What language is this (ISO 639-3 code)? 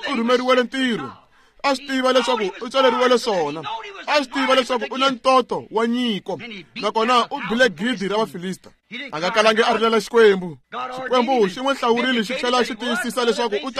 tso